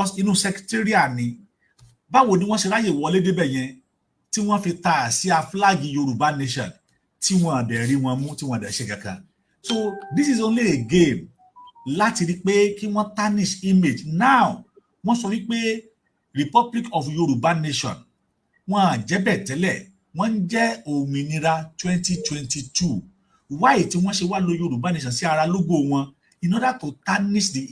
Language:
Yoruba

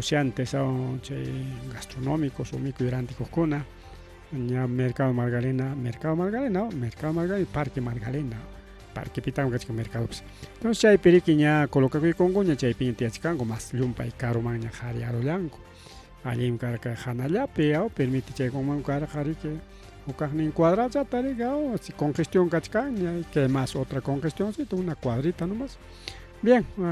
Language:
Ayacucho Quechua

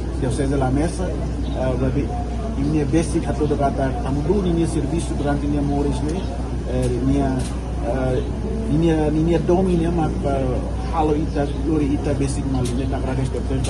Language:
Tetum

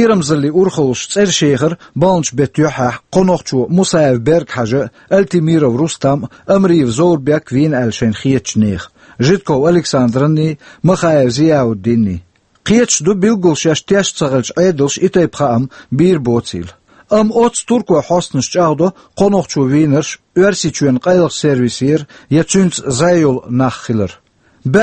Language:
Chechen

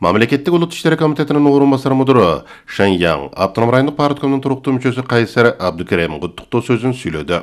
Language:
Kyrgyz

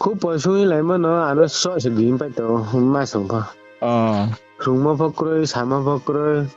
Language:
Riang (India)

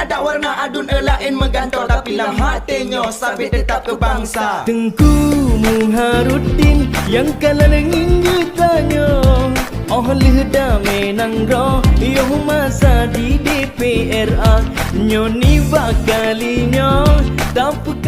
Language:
Achinese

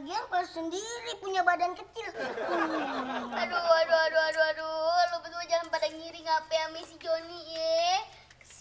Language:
Betawi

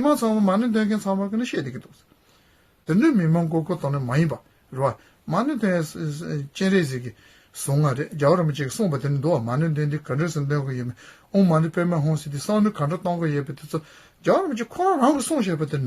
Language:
Tibetan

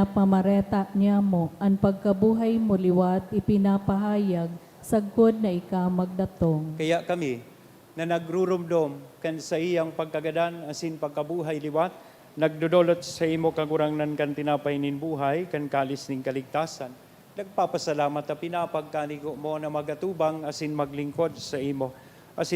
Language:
Bikol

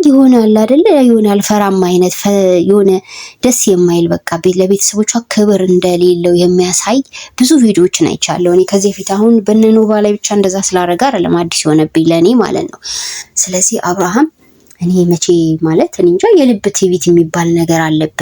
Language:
Amharic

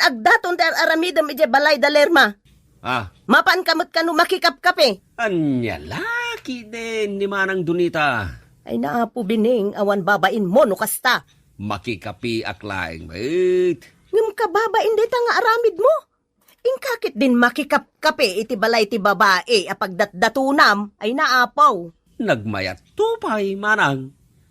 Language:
Iloko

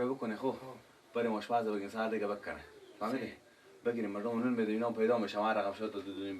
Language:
Persian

